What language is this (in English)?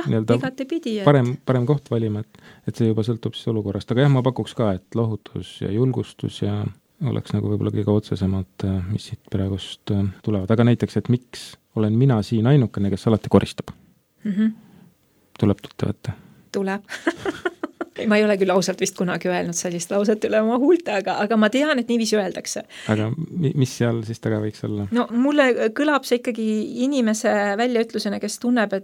Estonian